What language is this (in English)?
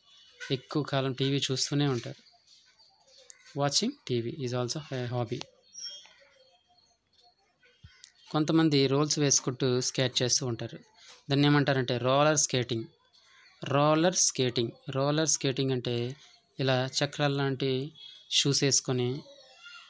Telugu